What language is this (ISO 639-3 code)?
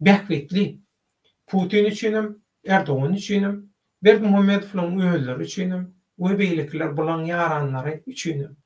tuk